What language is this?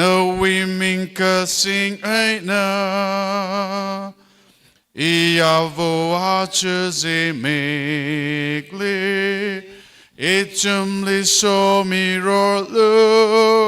Tangkhul Naga (India)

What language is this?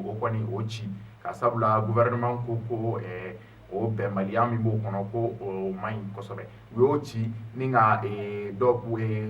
Bambara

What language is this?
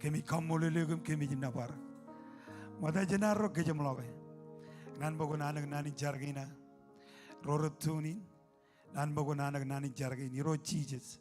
Marshallese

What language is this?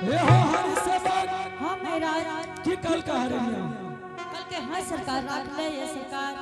Angika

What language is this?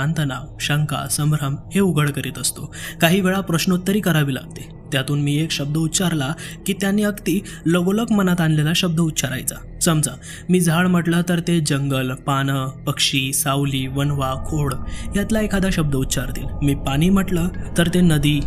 Marathi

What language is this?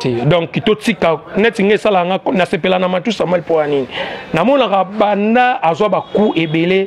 Lingala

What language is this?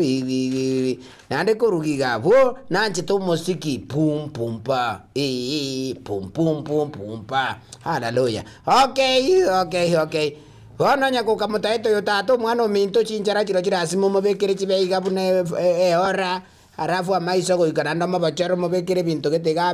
Gusii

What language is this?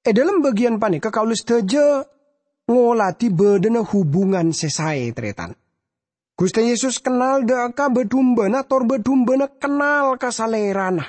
Madurese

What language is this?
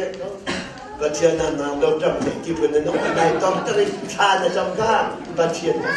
Hakha Chin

